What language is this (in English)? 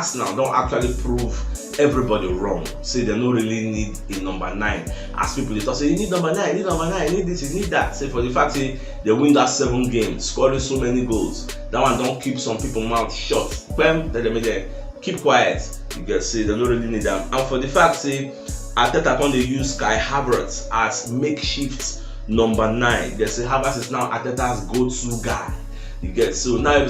Nigerian Pidgin